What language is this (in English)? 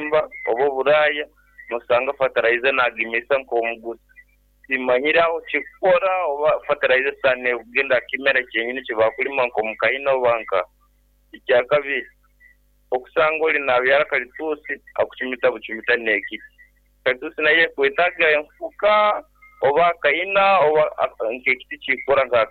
Nyoro